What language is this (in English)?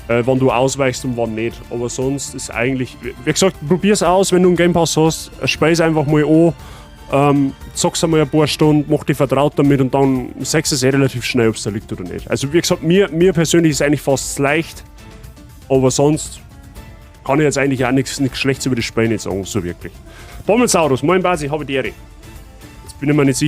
Bavarian